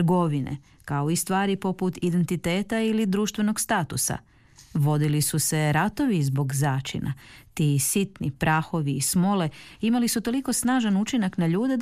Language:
Croatian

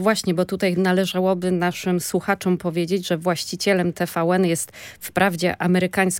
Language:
Polish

